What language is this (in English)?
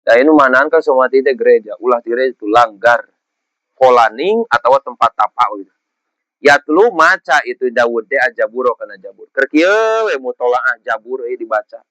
Sundanese